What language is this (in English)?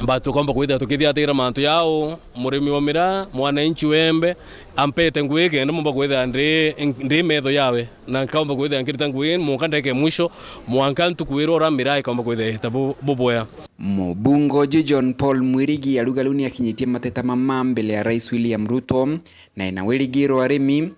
Meru